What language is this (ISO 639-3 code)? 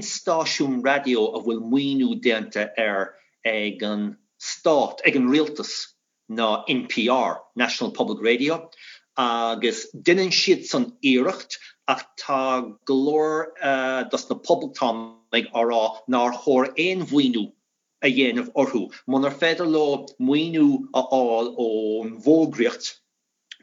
gle